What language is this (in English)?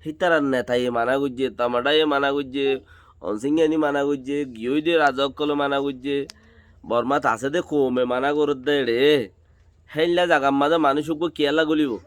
Rohingya